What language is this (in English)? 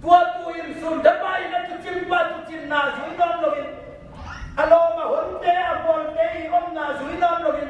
Tedim Chin